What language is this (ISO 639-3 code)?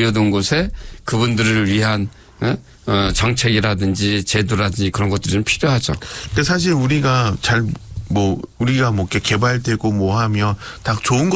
kor